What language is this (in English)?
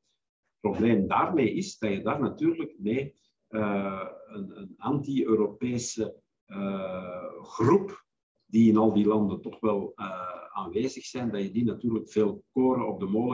Dutch